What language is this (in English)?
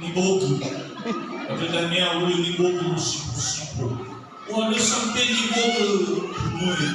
Nias